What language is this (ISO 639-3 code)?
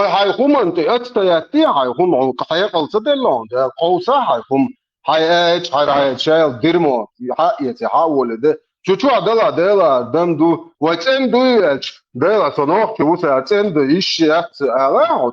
che